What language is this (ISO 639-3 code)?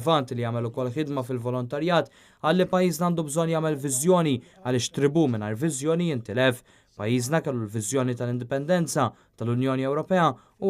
mlt